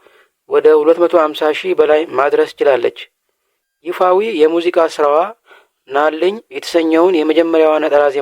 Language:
Amharic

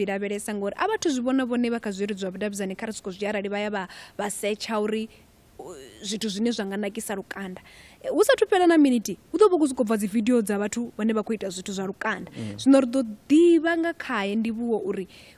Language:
Venda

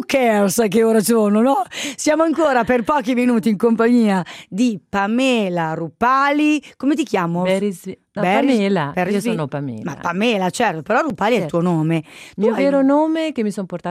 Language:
Italian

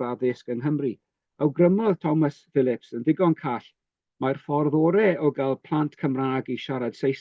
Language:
Welsh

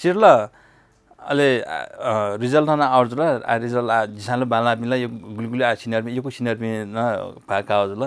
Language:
Newari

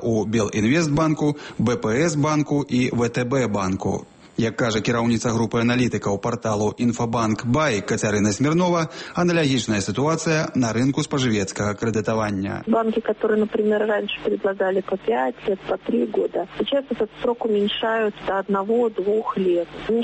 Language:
Belarusian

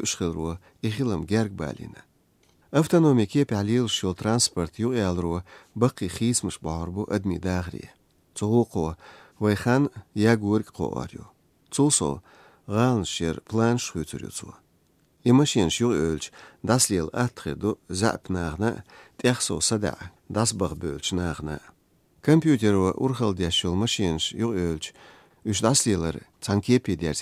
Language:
Chechen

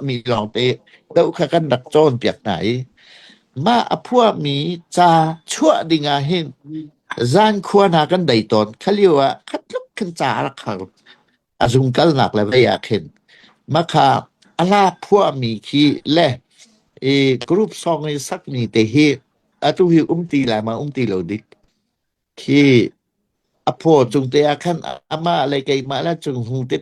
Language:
Hakha Chin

